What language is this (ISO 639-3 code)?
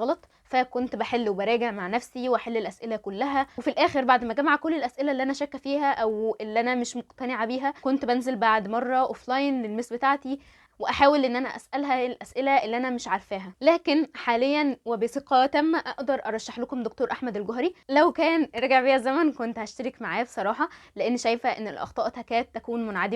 arz